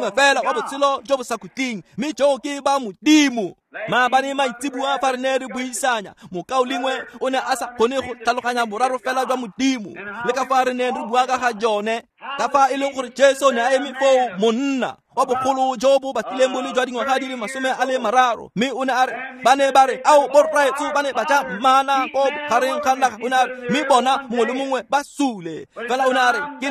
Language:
Tswana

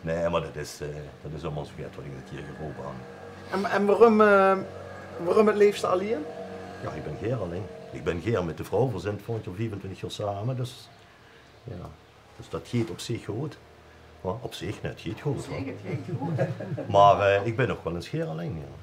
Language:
Limburgish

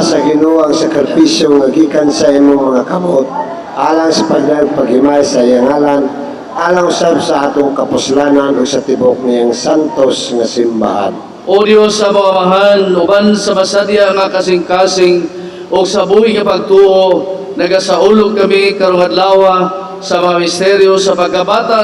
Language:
Cebuano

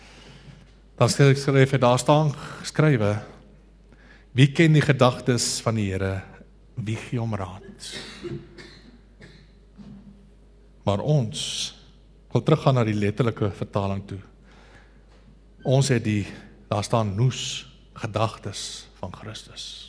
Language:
Afrikaans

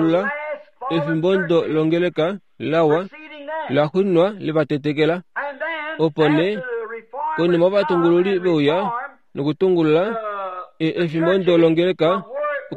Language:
Kuanyama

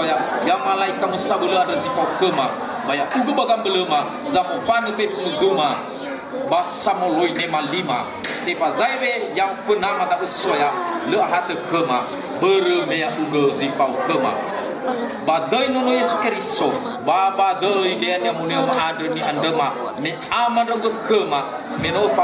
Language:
Nias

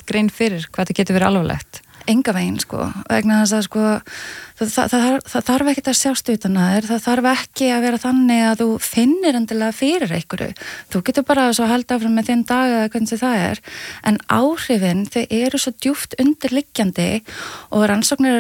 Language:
Icelandic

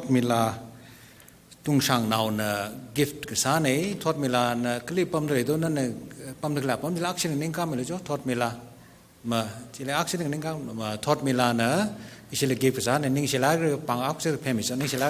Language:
Tangkhul Naga (India)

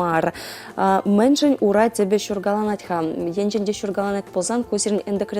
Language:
Chuvash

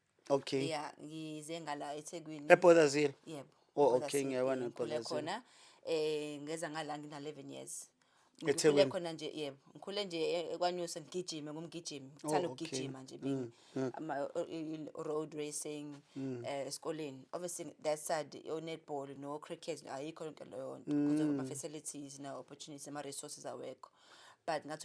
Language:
Zulu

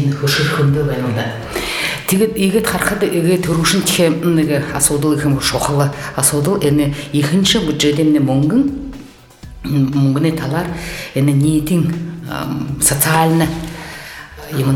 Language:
Buriat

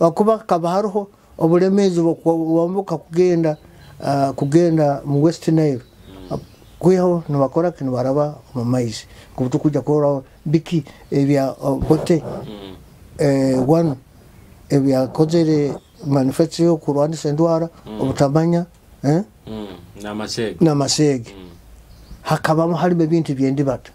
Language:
Nyoro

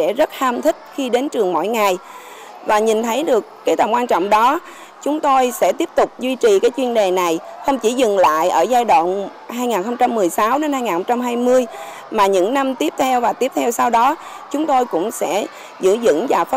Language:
Vietnamese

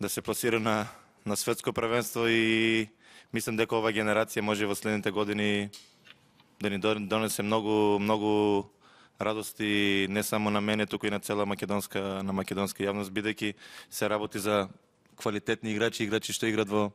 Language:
Macedonian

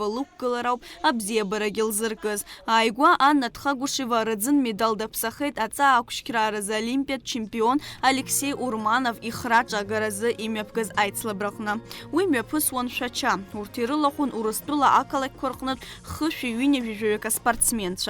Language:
Abkhazian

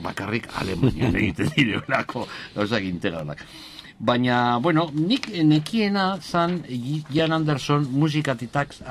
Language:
Basque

